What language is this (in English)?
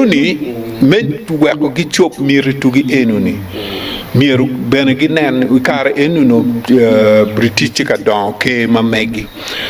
Acoli